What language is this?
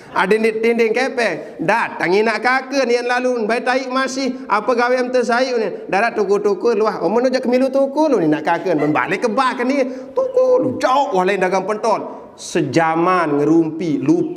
Sasak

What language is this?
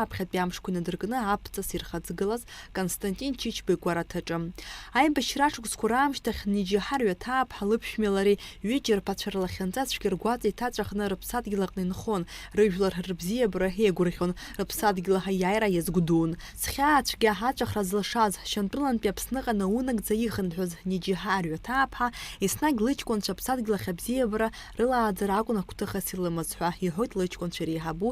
Abkhazian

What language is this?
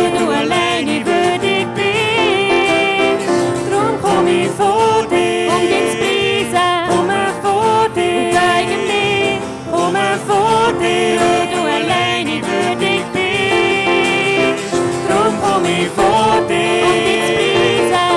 Swiss German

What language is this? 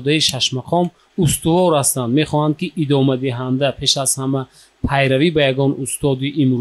Tajik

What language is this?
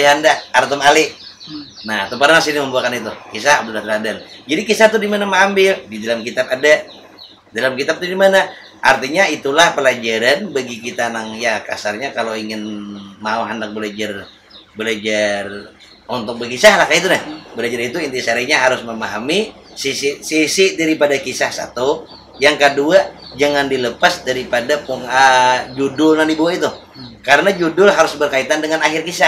Banjar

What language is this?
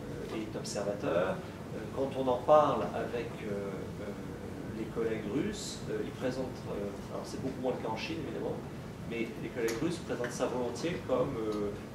French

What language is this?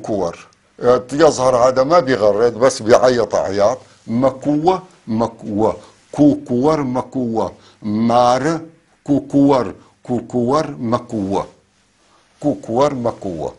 North Levantine Arabic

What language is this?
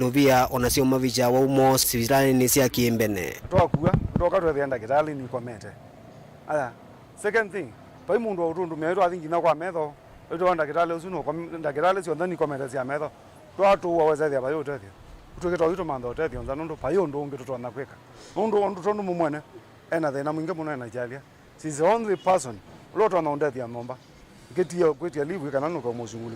Kamba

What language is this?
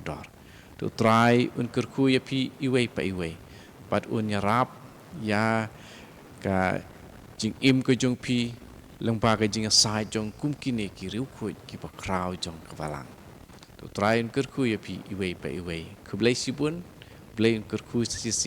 Khasi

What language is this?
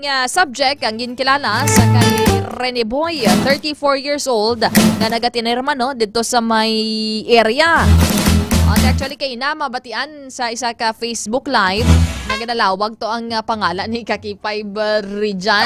Hiligaynon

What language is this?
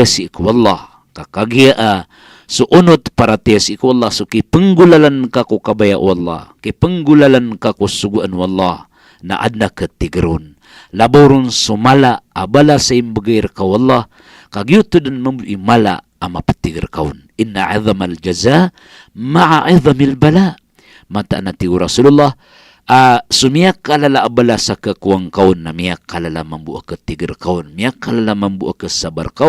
Maranao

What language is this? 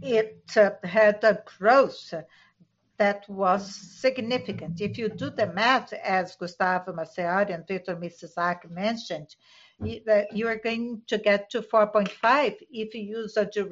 English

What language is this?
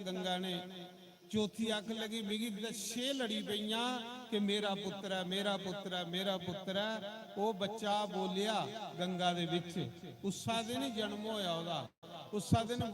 Dogri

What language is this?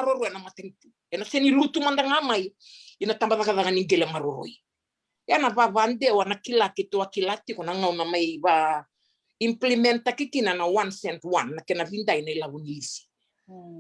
Fijian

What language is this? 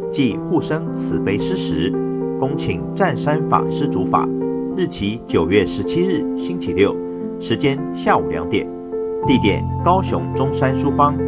Chinese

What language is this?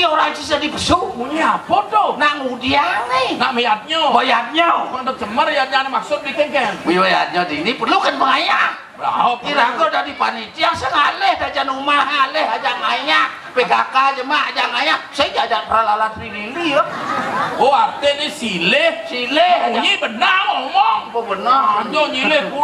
Balinese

